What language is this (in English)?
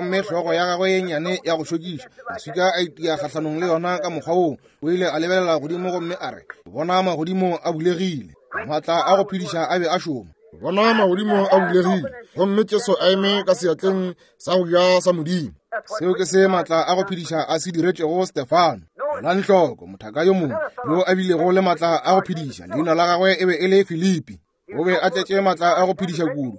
Northern Sotho